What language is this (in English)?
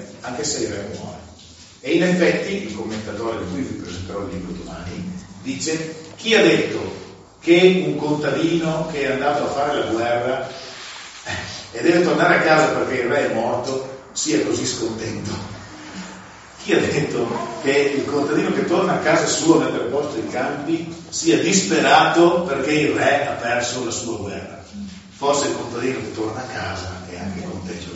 Italian